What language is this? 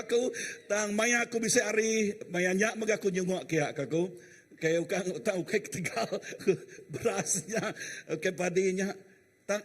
Iban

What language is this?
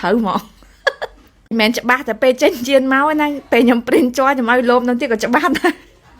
Khmer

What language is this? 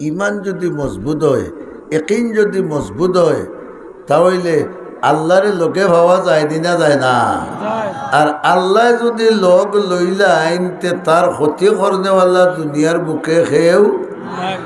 Sylheti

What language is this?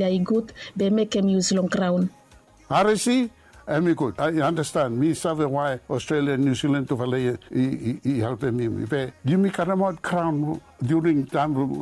Bislama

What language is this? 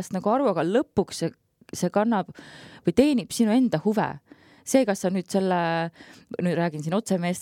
Estonian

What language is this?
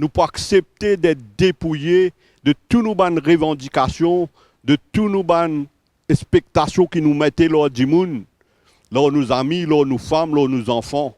Morisyen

